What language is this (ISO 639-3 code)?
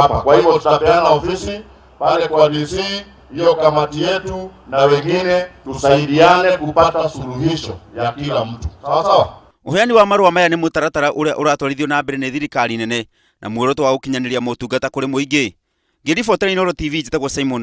kik